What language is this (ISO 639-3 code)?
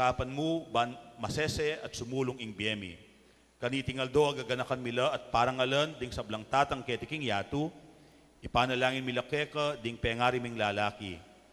pam